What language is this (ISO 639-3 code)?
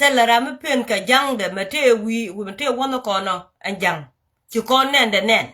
nus